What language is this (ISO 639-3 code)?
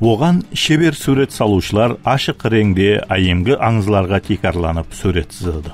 kaa